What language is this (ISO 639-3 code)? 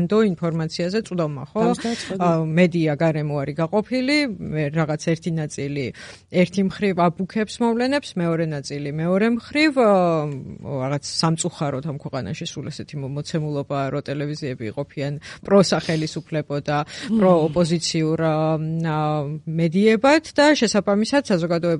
kat